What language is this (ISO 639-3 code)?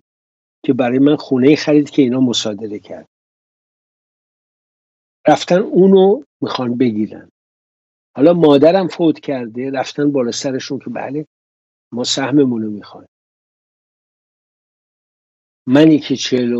fas